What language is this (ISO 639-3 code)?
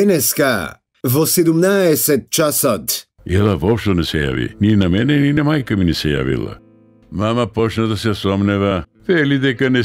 mkd